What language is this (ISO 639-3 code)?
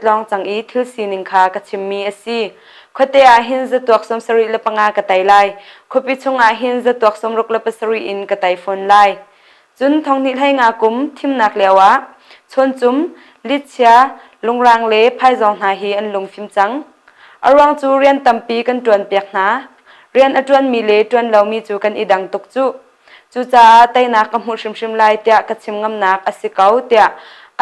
cnh